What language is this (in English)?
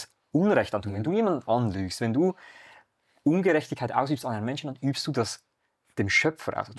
Swiss German